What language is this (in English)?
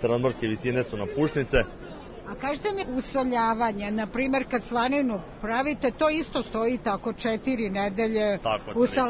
Serbian